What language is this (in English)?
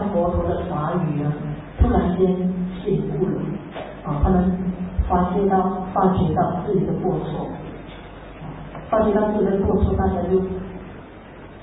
Chinese